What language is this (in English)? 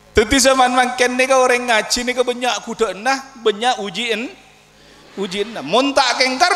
Madurese